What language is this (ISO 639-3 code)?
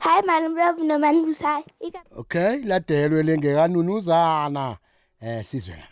nbl